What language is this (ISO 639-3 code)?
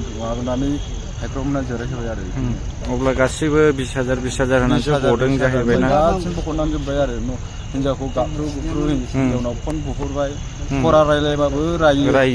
brx